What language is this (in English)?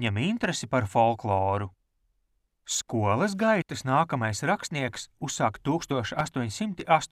Latvian